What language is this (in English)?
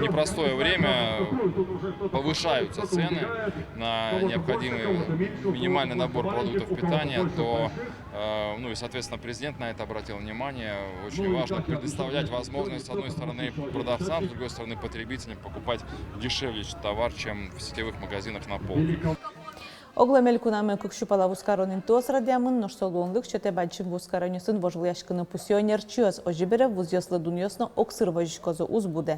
Udmurt